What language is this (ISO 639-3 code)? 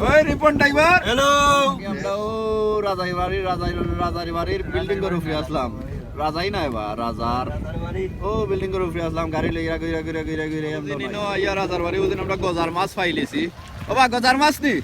syl